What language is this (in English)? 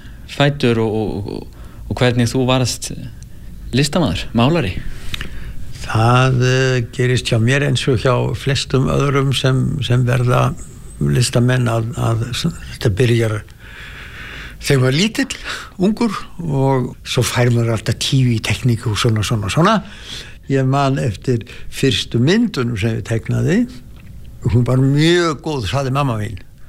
Icelandic